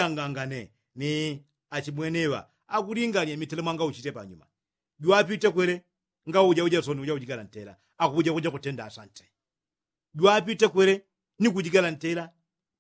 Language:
Yao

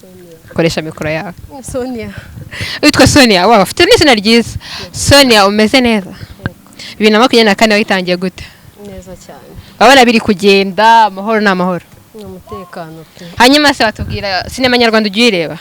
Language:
Kinyarwanda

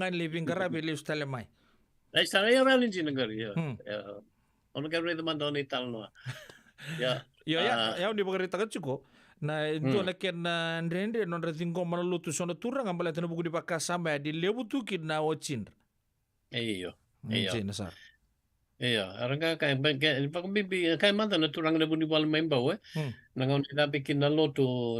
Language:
Fijian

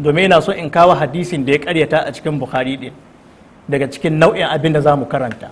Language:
Hausa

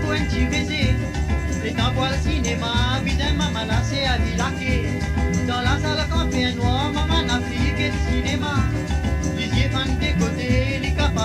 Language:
Morisyen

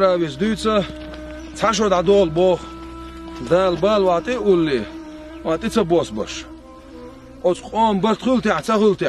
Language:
Chechen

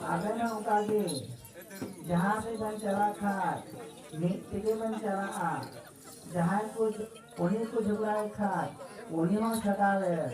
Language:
Santali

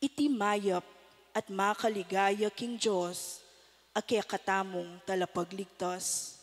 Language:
Pampanga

